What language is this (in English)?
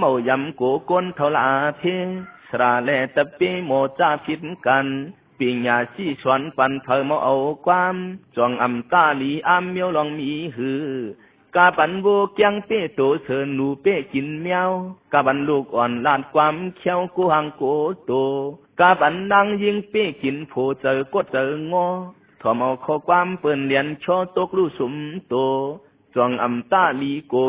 Shan